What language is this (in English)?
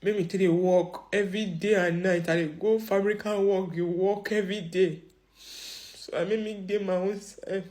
Nigerian Pidgin